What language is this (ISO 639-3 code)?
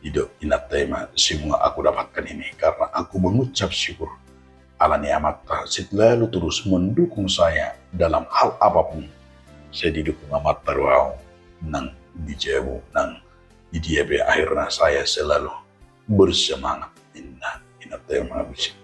bbc